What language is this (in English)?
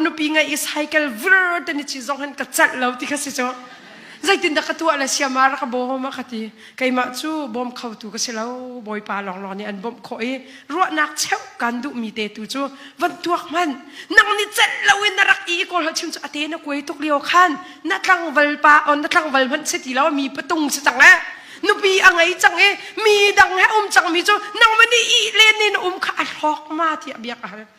Hakha Chin